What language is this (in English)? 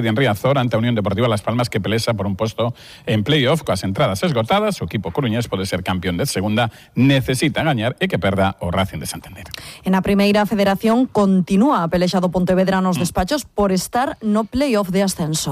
Galician